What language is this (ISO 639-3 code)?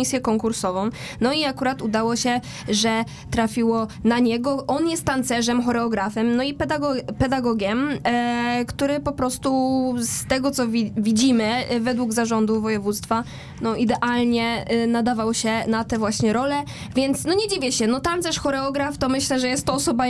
pol